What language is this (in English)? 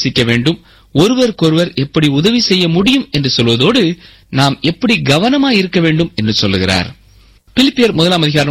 Tamil